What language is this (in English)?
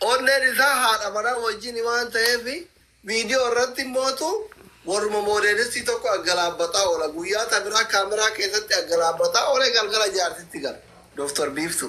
Oromo